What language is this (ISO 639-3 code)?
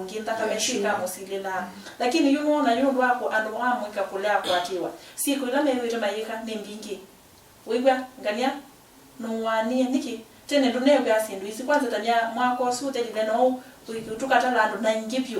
kam